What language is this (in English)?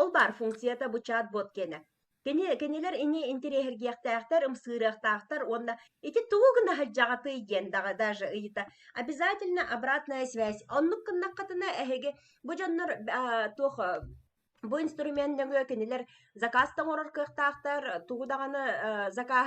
Yakut